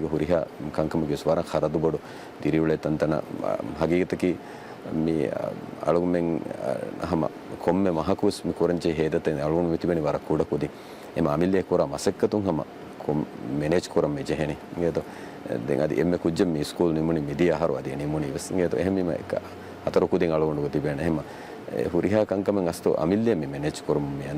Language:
Divehi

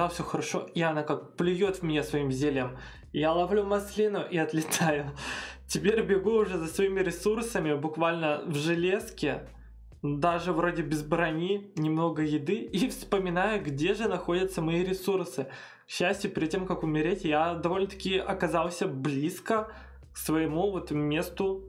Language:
Russian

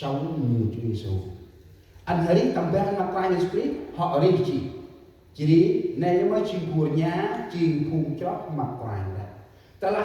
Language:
Central Mnong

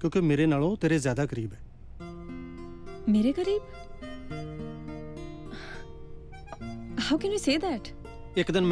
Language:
Punjabi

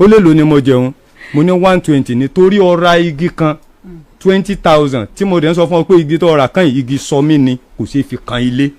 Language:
Yoruba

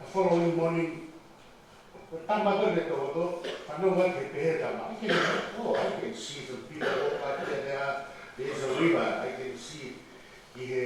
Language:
Tongan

